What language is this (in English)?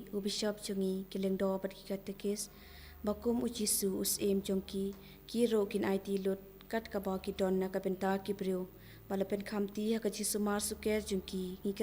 Khasi